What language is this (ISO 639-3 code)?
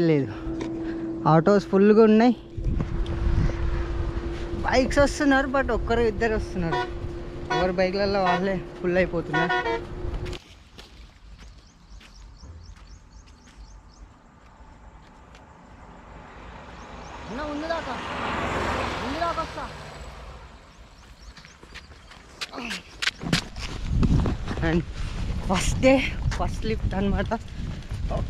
tel